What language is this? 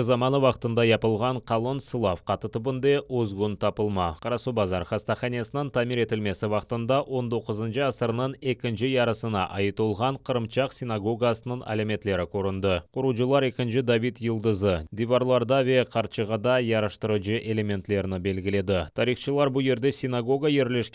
Crimean Tatar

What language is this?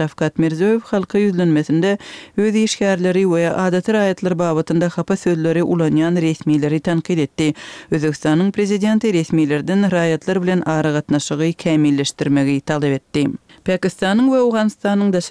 Turkmen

